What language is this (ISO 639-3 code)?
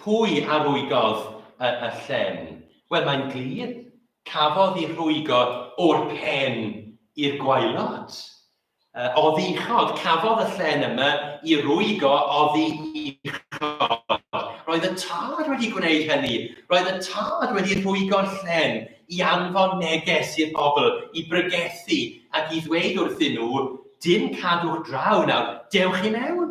cym